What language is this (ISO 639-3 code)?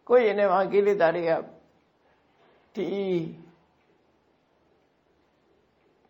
mya